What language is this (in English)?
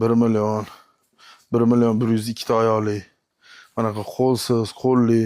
Uzbek